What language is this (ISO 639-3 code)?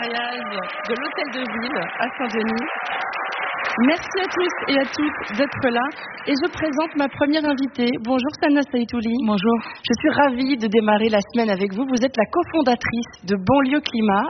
fra